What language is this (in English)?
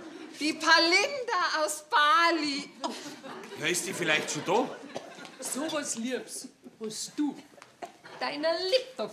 Bavarian